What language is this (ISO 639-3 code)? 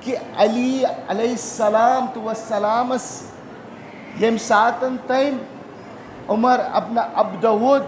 kas